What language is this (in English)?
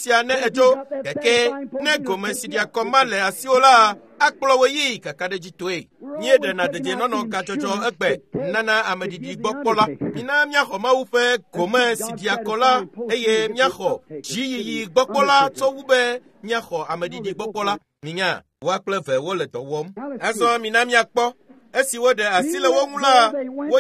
Ewe